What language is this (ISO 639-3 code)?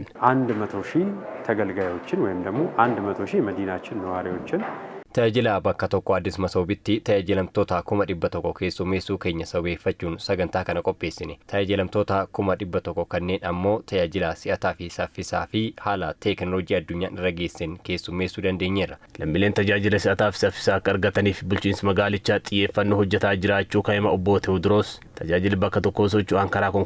orm